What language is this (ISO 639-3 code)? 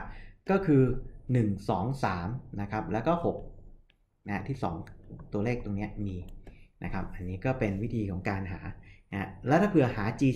tha